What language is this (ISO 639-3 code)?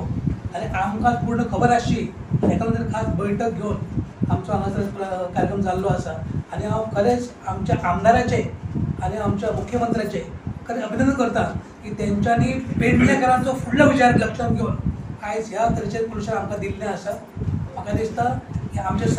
kok